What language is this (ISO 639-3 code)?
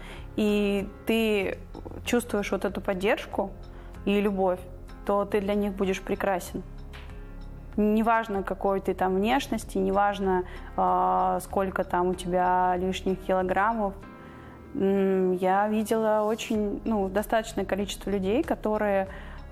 rus